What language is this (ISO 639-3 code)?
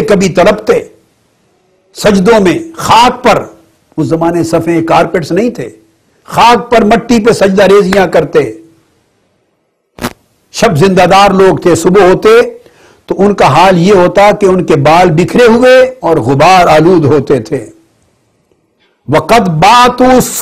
urd